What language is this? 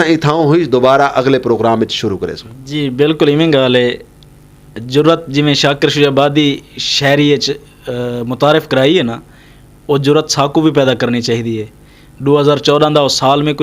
Saraiki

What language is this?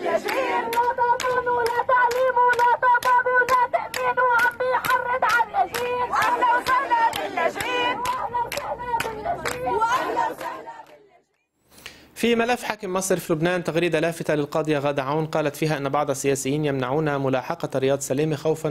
North Levantine Arabic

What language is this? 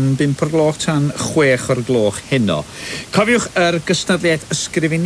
Welsh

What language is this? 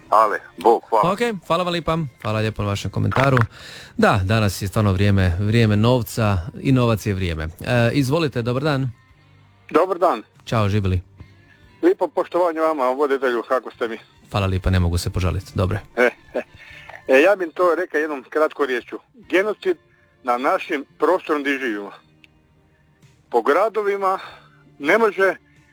Croatian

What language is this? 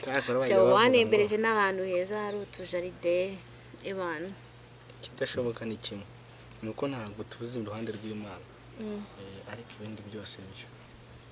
Kinyarwanda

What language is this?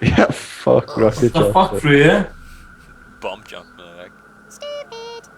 Faroese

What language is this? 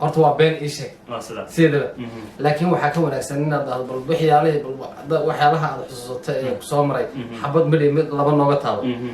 Somali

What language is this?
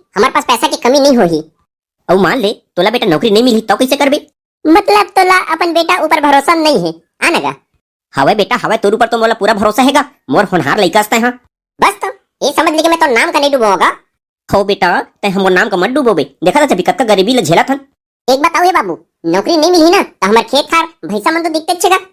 Chhattisgarhi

